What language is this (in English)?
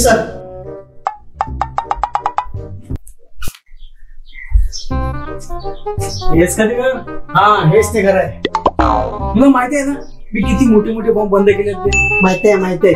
Marathi